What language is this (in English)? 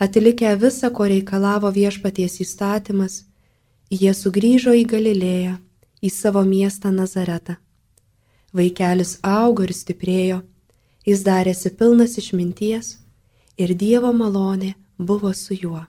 Lithuanian